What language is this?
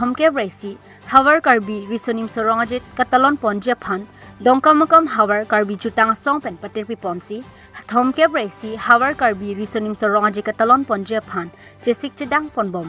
Karbi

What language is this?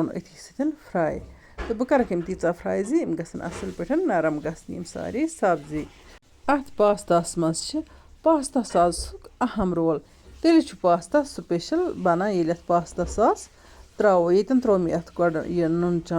Kashmiri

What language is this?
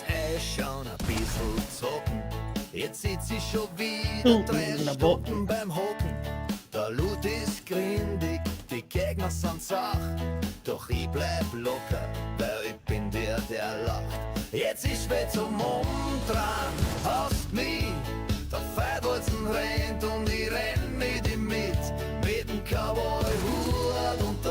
Bavarian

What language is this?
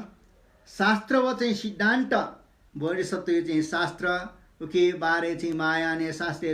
Newari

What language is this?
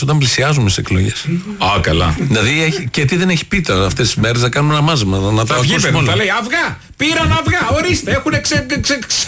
Greek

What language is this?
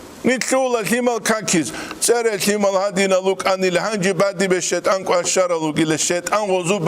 Avaric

